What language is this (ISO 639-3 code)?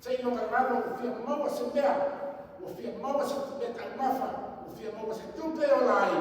smo